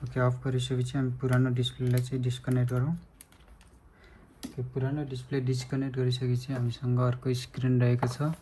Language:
Nepali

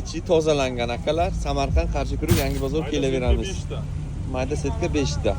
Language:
Uzbek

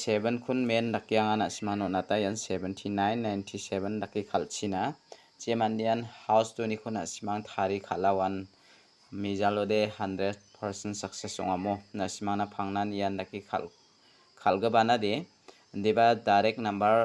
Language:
Garo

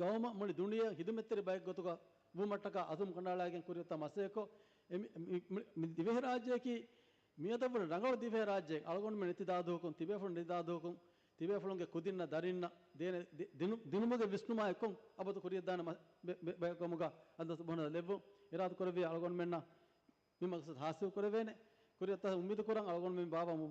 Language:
Divehi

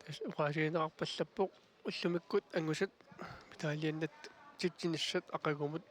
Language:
Kalaallisut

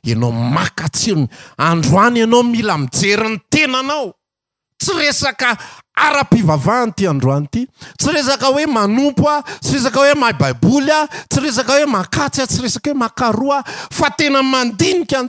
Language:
Malagasy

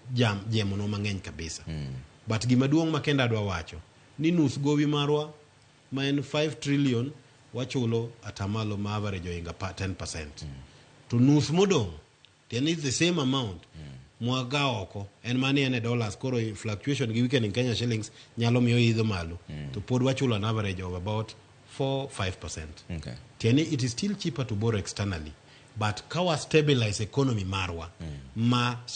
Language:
Luo (Kenya and Tanzania)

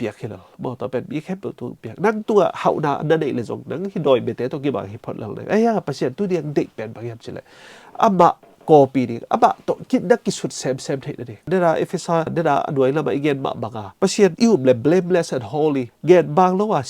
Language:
Tedim Chin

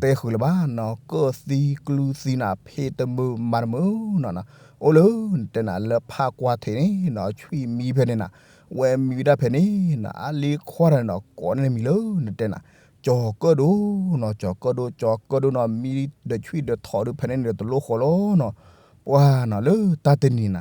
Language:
S'gaw Karen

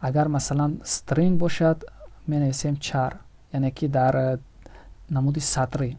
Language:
Tajik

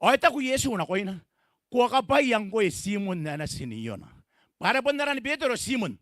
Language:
Gilbertese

